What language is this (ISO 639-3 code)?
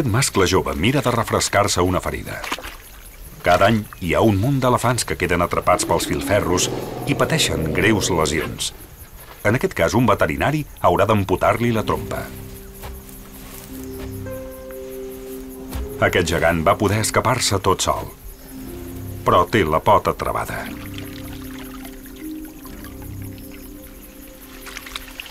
cat